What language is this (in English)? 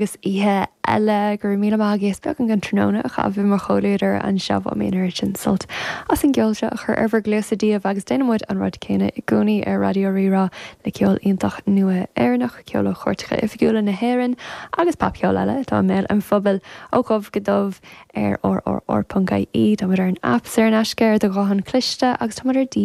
Irish